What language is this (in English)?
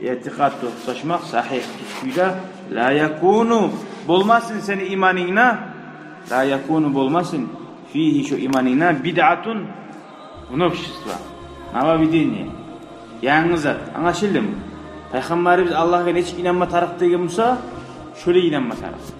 Kumyk